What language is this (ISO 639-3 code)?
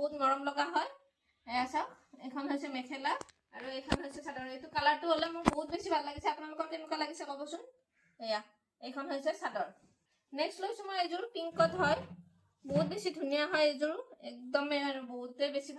asm